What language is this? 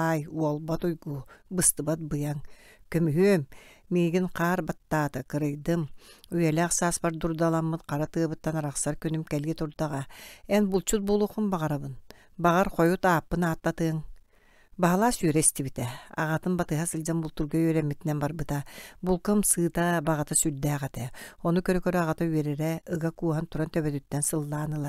Yakut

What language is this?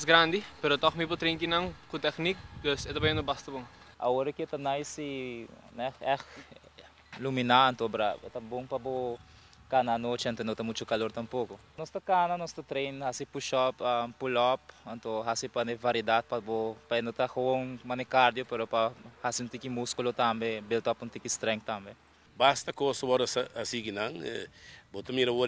Papiamento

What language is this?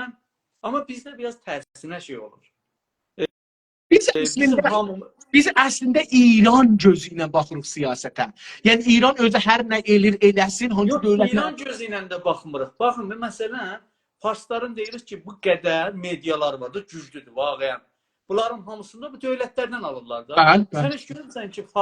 South Azerbaijani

